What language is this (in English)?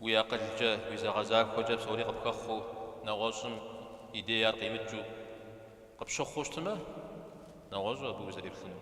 Kabardian